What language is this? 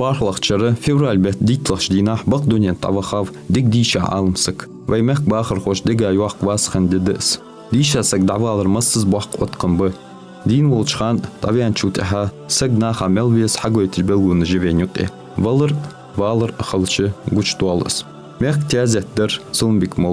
Ingush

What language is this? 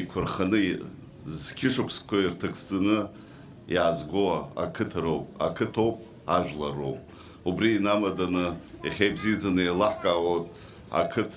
Abkhazian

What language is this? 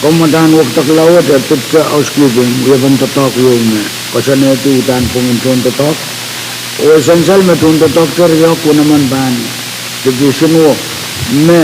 Pohnpeian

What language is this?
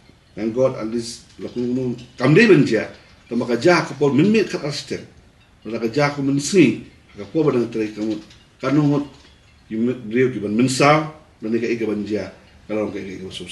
Khasi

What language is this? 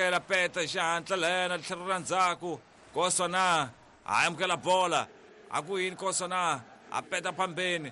Tsonga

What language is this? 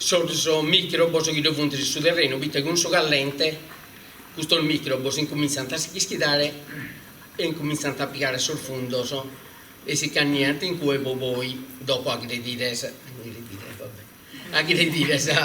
Sardinian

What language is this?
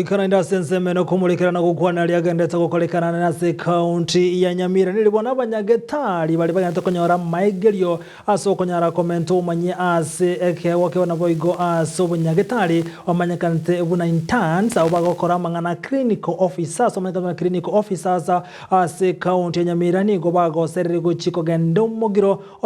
Gusii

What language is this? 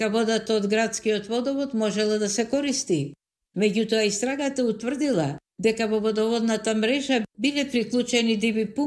Macedonian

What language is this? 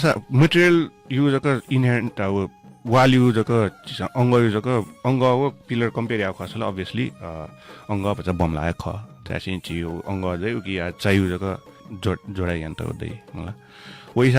Newari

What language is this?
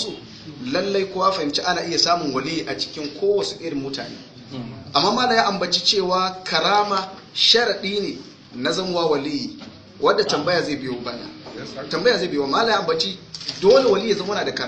Hausa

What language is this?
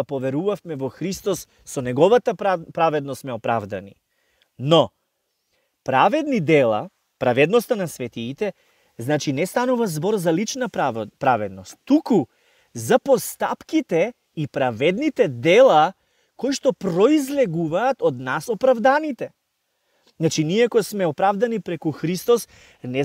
Macedonian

